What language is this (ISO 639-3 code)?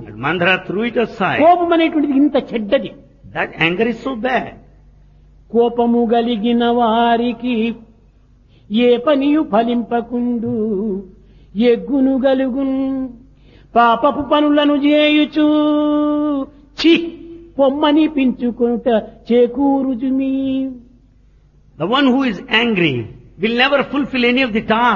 tel